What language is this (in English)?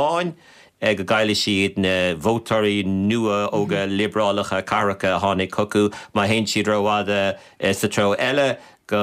Irish